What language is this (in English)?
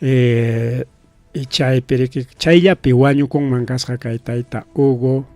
Ayacucho Quechua